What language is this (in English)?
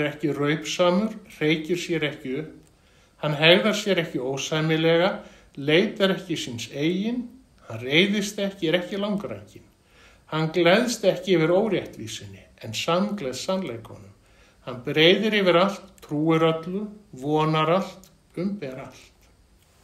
Icelandic